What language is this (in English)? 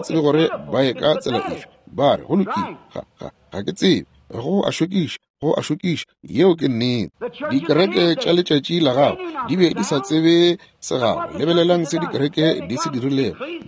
Northern Sotho